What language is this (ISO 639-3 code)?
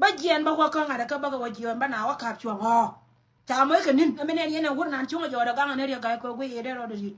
nus